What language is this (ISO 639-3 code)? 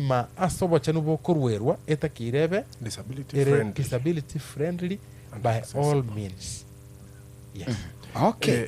guz